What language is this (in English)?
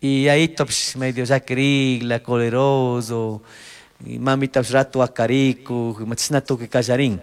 Chimborazo Highland Quichua